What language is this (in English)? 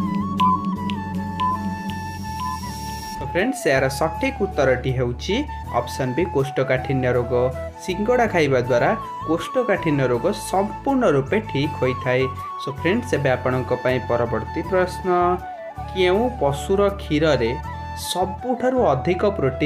Odia